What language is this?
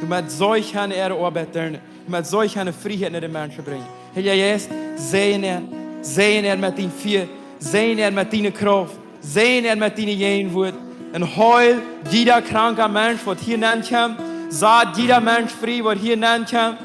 Plautdietsch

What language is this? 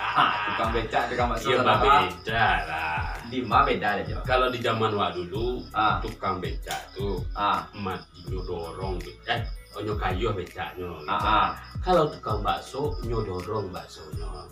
Minangkabau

